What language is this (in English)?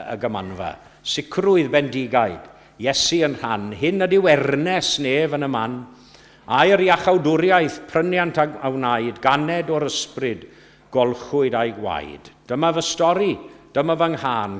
Welsh